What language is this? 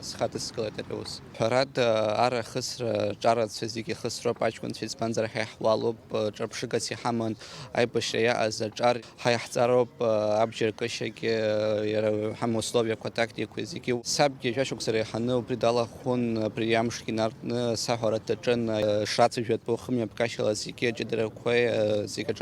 Abkhazian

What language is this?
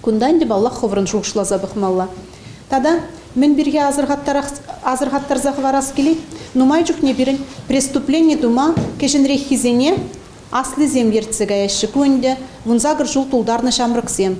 Chuvash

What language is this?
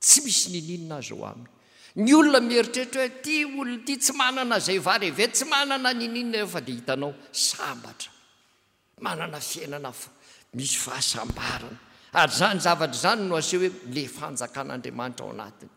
Malagasy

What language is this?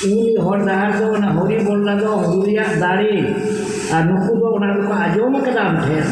Santali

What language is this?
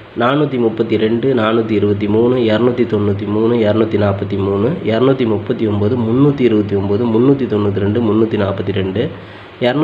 Tamil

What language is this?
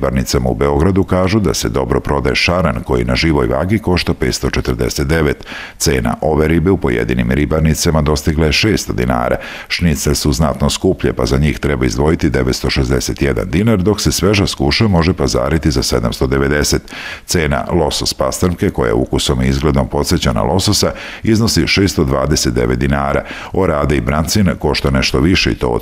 Serbian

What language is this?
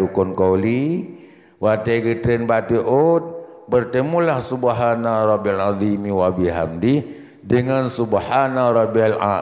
Achinese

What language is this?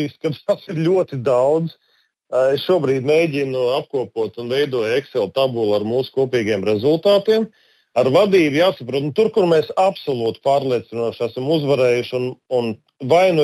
Latvian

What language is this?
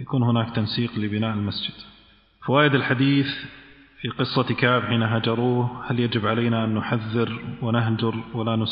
Arabic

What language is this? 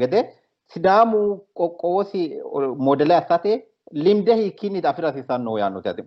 Sidamo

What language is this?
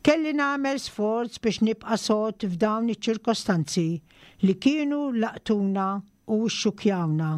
Maltese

